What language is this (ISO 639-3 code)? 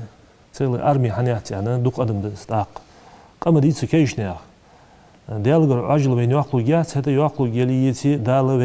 inh